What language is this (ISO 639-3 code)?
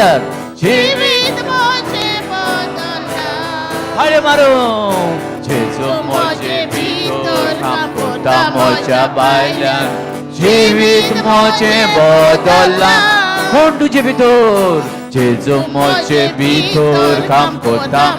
kok